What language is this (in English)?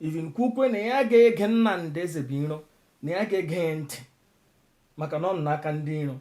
Igbo